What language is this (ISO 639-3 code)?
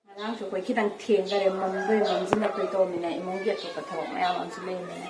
mni